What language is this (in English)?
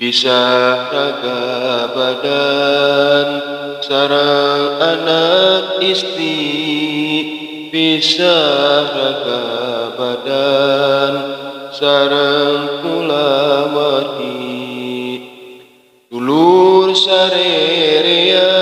Sundanese